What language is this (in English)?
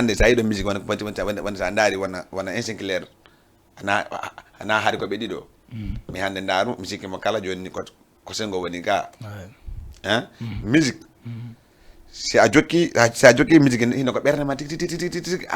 Fula